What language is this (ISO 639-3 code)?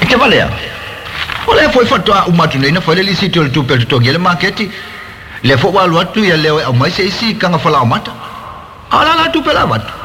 smo